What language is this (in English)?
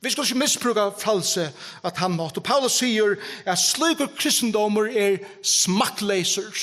Faroese